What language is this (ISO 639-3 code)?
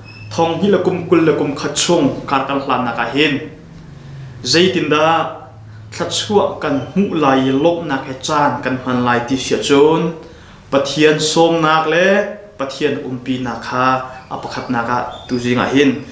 cnh